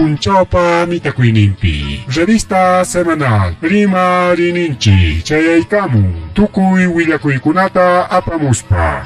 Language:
Ayacucho Quechua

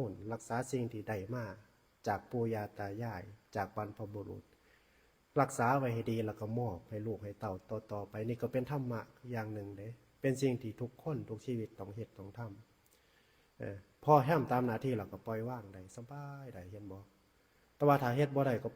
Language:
Northeastern Thai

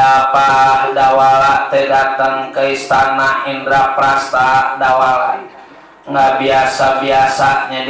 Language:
Betawi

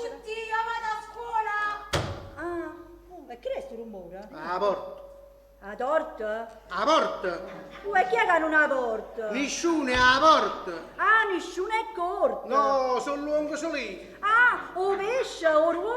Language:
Neapolitan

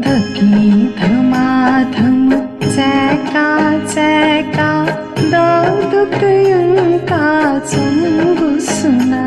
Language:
Newari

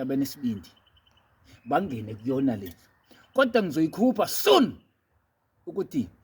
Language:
Zulu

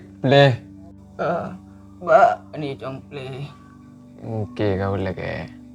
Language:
Madurese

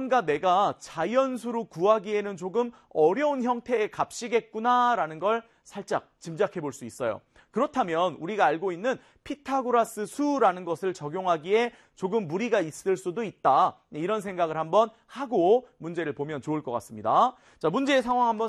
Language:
Korean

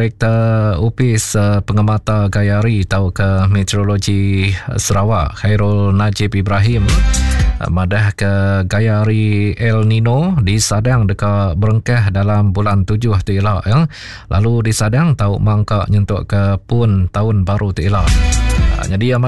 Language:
Iban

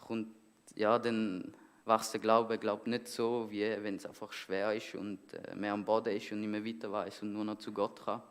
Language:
Swiss German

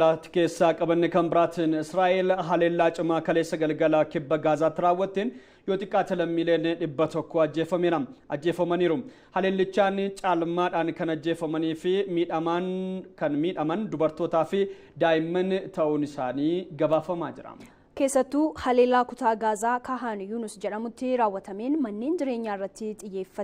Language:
Oromo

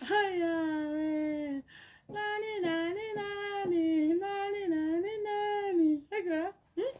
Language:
Tongan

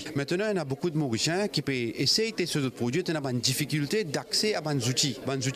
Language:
Morisyen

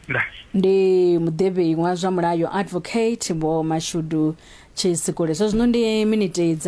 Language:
Venda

